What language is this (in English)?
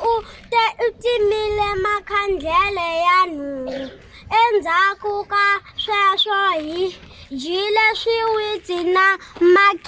Tsonga